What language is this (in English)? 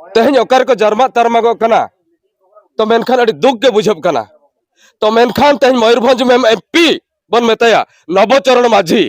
Santali